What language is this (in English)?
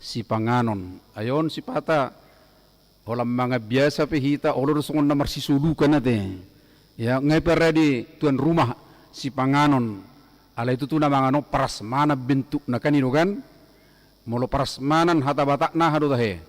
Batak Toba